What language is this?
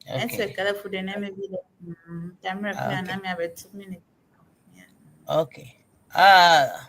Ewe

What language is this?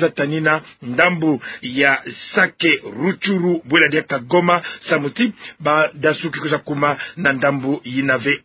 Kituba (Democratic Republic of Congo)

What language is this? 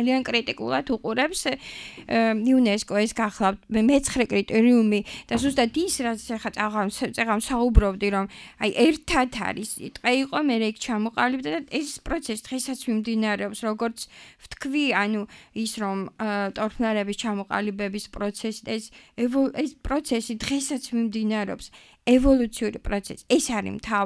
Georgian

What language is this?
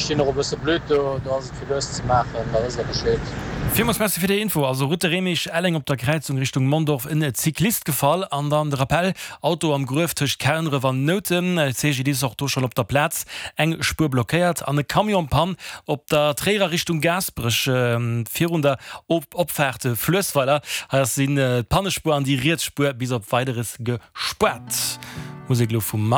Luxembourgish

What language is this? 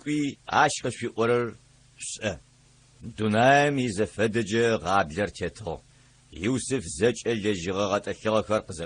Adyghe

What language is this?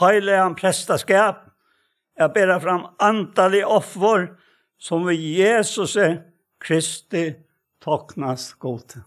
Faroese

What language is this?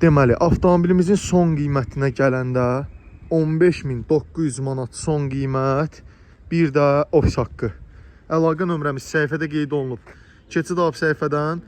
Azerbaijani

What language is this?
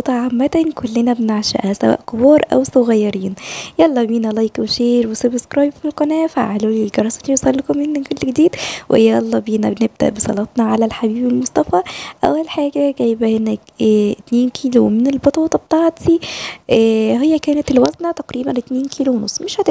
Egyptian Arabic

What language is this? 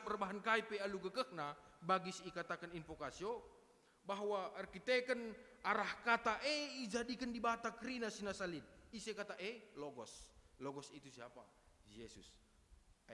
Batak Karo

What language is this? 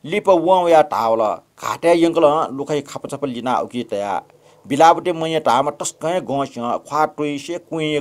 Newari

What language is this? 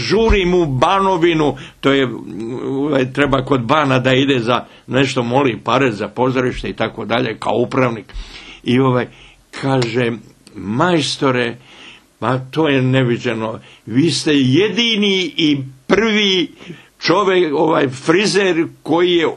Bosnian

